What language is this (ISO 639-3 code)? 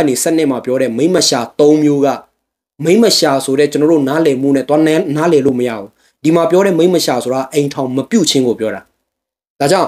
mya